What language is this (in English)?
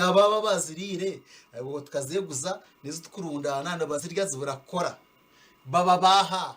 Nyankole